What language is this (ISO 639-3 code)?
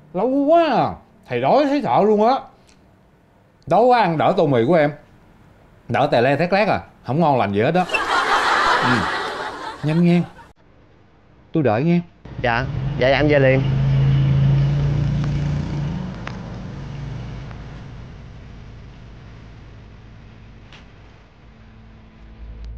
vie